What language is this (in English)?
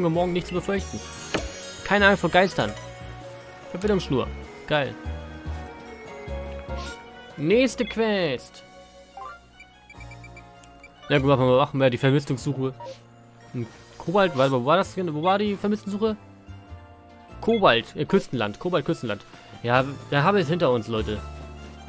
German